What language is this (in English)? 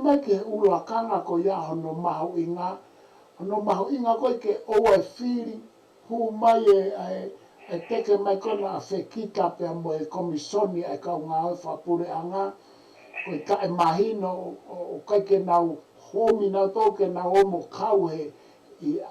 Tongan